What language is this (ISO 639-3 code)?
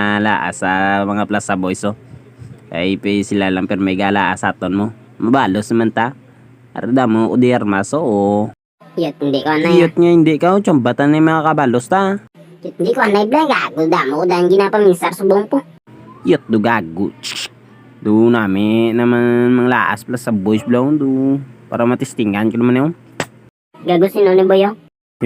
hil